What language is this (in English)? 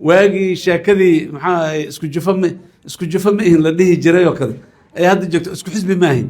Somali